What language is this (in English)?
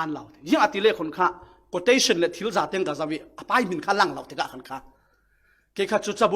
Falam Chin